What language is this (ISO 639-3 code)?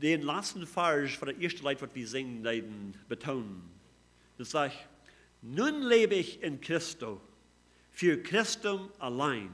pdt